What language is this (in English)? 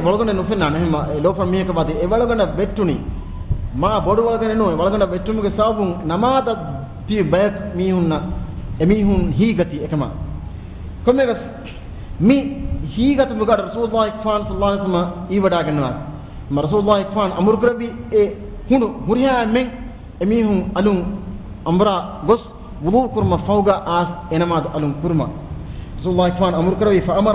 Divehi